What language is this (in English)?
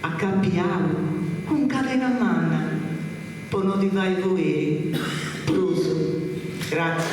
Sardinian